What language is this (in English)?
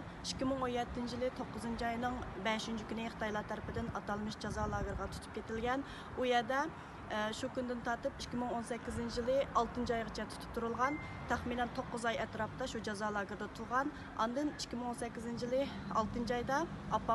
Uyghur